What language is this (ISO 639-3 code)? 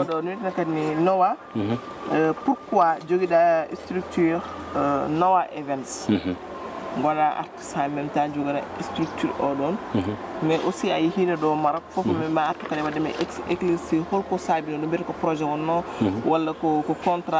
ful